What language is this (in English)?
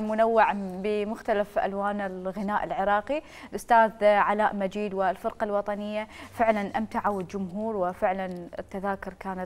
Mesopotamian Arabic